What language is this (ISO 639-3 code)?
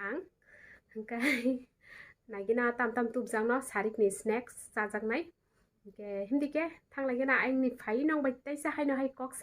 trp